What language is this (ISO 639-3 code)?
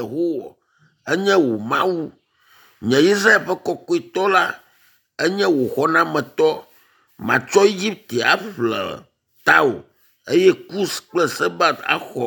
ewe